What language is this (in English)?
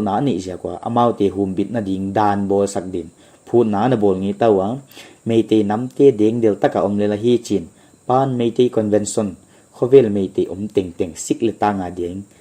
Paite Chin